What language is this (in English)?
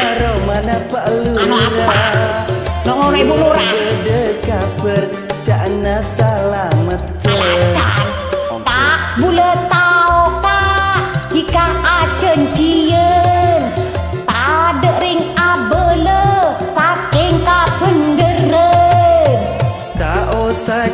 Madurese